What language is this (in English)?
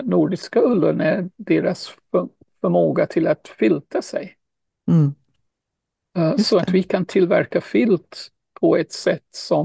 Swedish